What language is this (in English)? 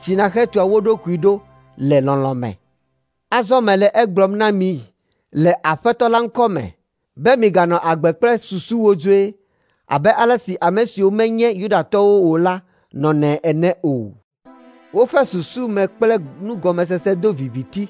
Ewe